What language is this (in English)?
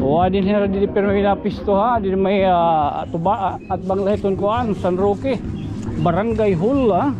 Waray